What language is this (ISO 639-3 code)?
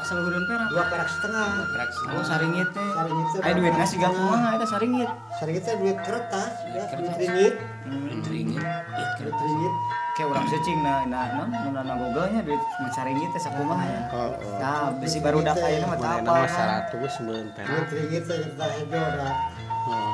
sun